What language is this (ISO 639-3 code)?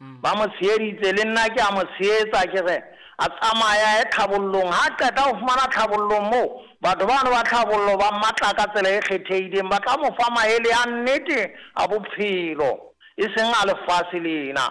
sot